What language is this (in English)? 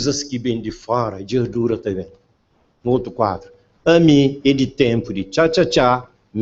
Kabuverdianu